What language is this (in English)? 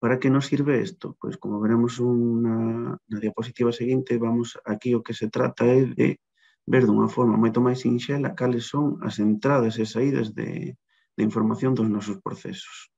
Galician